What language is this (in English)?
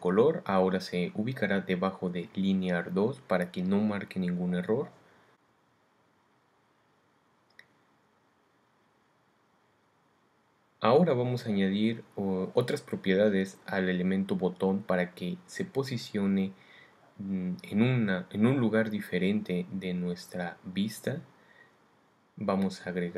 Spanish